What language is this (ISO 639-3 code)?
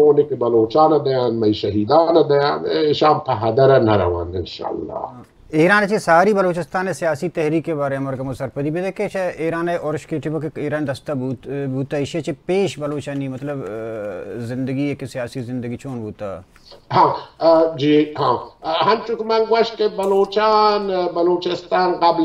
bal